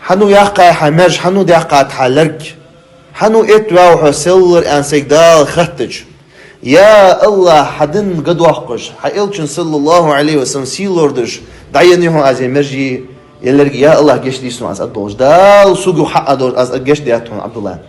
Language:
Ingush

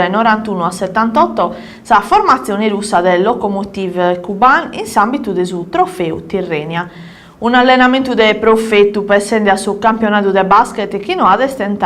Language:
Sardinian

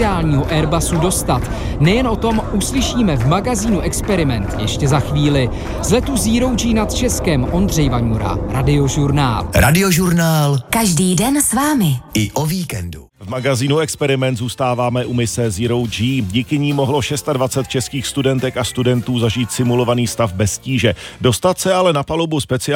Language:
Czech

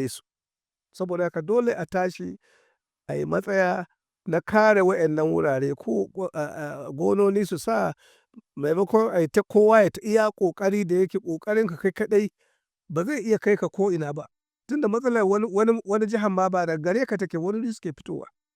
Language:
Hausa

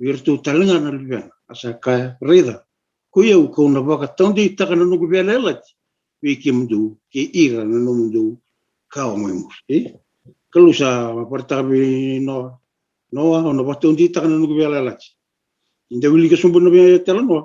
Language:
Fijian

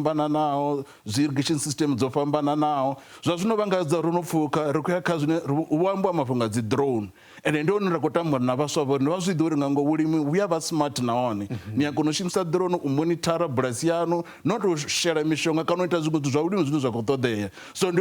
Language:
Venda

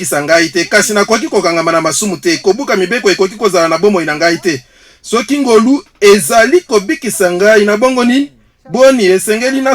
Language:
Lingala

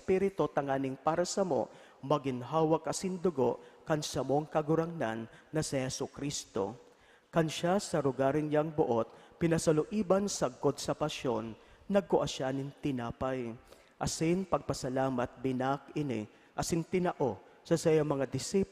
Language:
Bikol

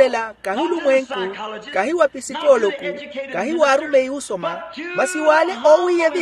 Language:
Makhuwa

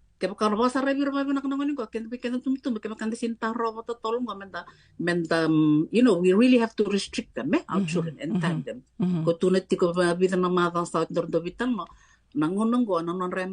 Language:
Fijian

